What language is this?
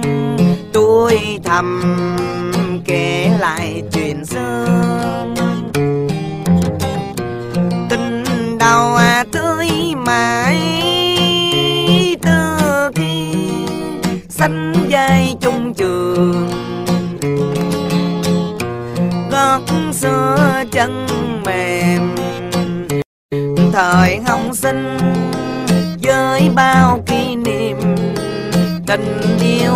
Vietnamese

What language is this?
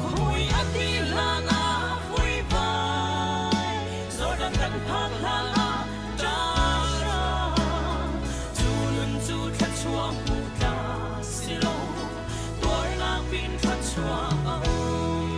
Hakha Chin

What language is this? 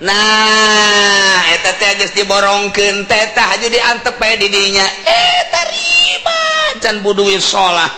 Sundanese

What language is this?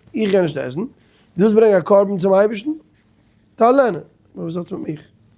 Yiddish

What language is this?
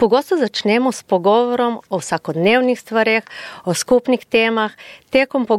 Slovenian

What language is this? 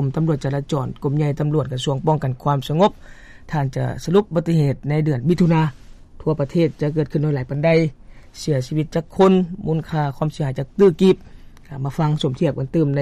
Lao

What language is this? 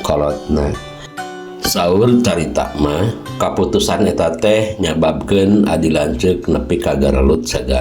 Sundanese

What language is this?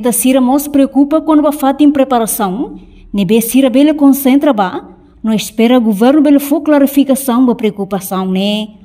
Tetum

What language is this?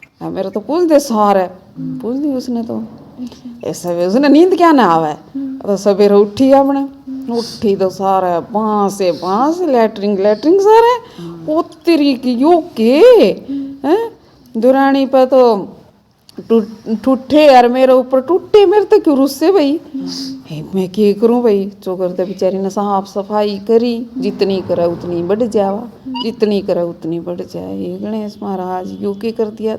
Haryanvi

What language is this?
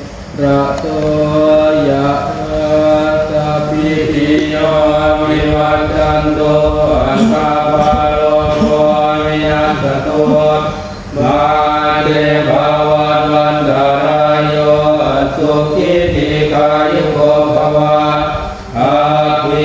Pali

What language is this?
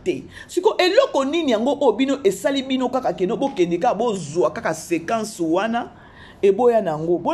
Lingala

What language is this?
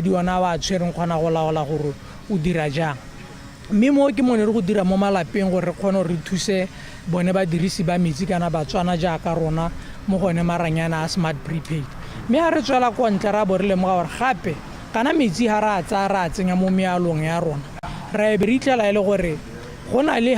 Tswana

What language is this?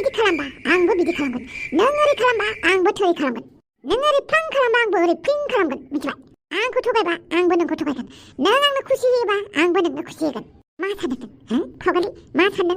Bodo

